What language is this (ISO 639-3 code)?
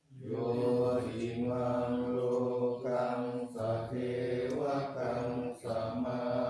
pli